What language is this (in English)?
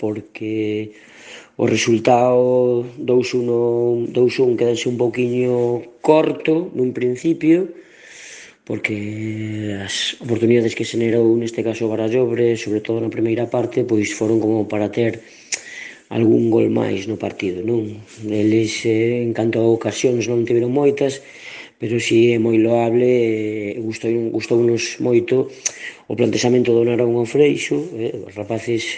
Galician